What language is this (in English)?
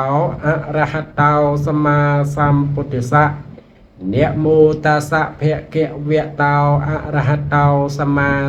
Khmer